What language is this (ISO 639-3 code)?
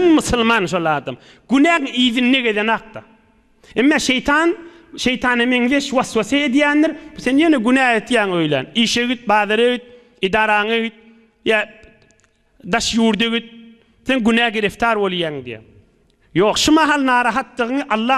tuk